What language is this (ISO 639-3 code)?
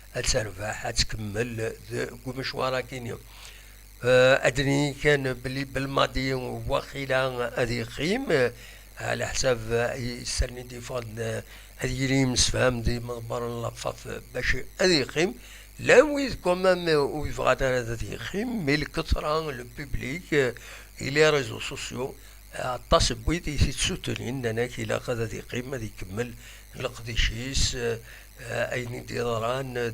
kab